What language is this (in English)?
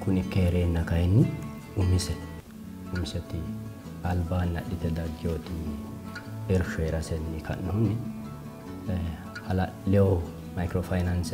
Sidamo